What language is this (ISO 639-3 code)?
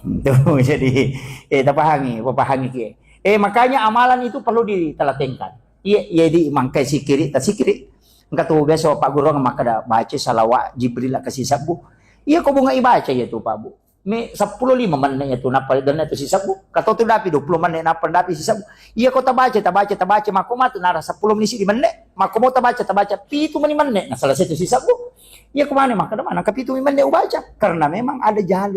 bug